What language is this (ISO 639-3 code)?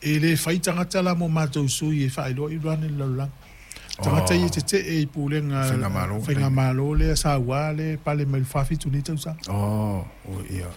smo